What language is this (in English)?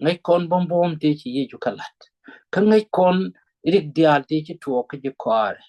Nuer